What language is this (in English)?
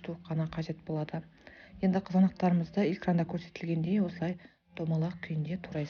Kazakh